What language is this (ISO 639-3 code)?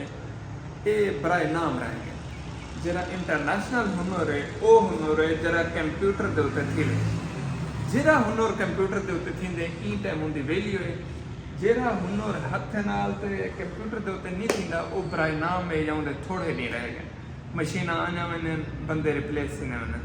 skr